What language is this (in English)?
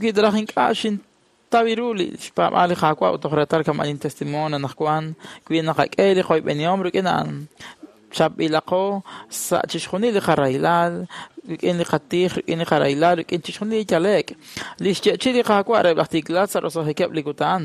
Kekchí